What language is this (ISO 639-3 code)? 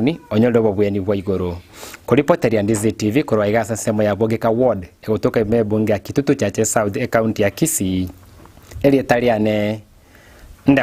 guz